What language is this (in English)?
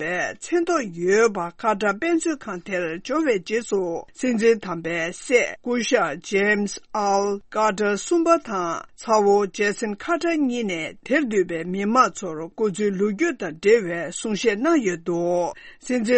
Tibetan